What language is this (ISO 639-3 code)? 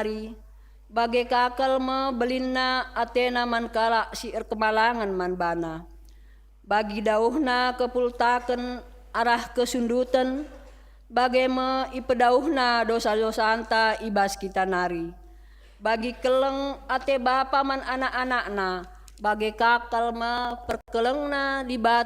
btx